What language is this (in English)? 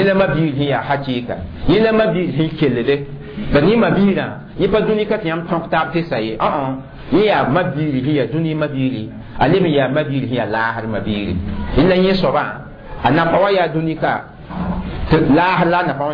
Mossi